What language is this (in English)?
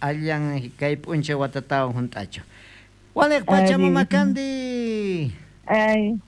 South Bolivian Quechua